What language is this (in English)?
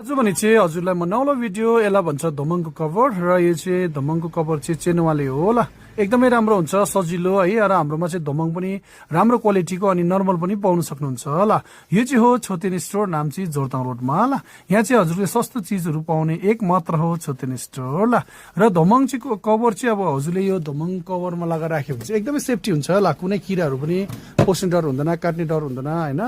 Nepali